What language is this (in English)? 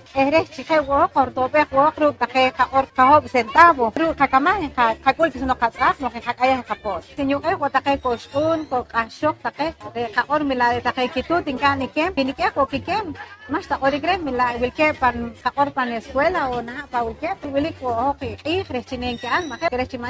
Poqomchi'